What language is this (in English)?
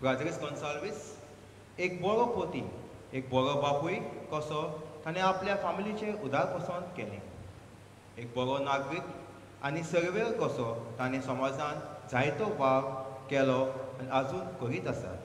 Konkani